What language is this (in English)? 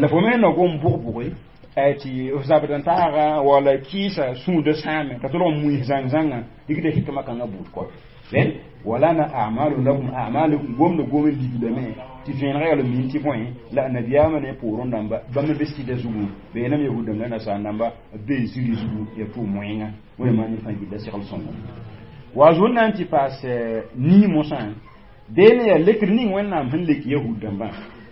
Mossi